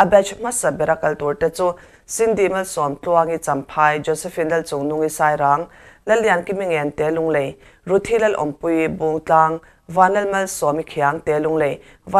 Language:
Mizo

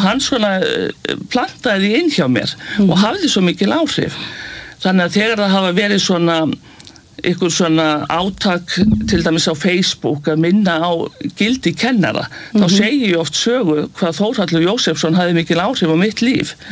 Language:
Icelandic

